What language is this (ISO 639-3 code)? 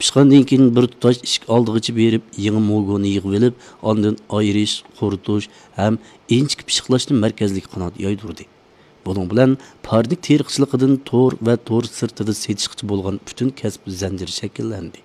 uig